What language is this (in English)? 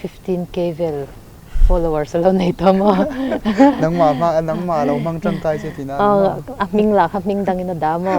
Mizo